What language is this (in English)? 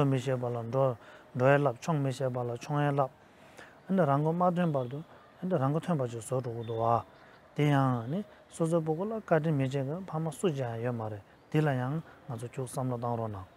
Tibetan